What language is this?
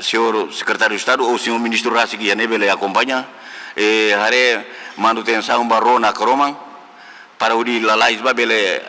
Tetum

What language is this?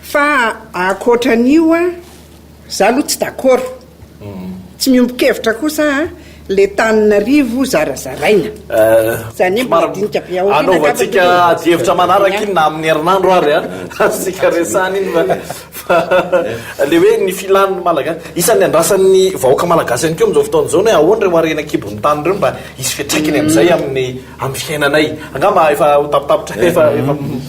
Malagasy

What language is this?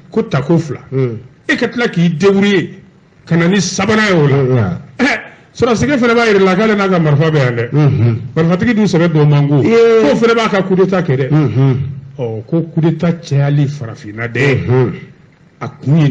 Bambara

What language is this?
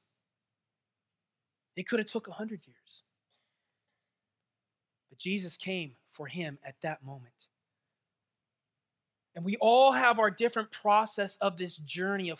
English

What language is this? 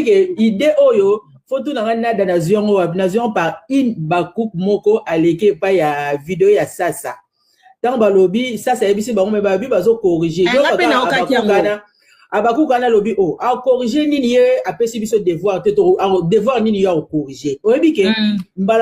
Lingala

